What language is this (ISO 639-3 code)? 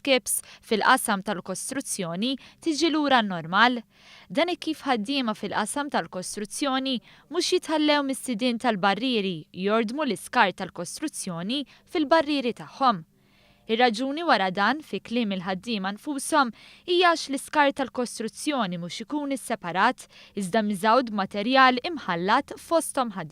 mlt